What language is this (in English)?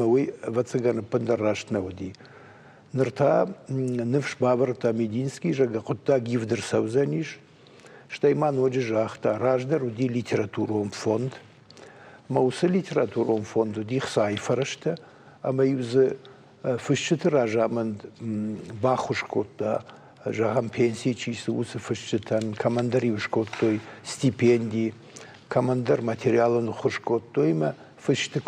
Ossetic